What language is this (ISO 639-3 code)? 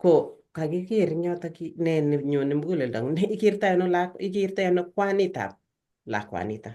kln